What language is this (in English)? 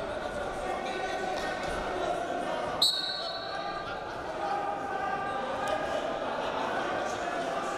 Hungarian